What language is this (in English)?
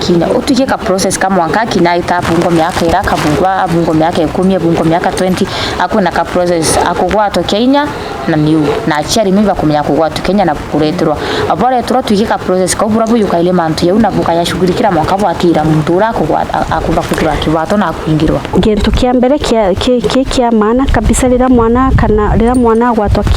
Meru